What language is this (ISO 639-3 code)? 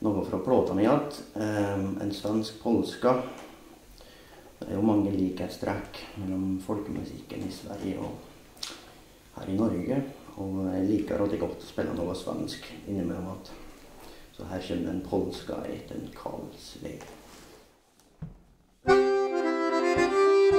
nor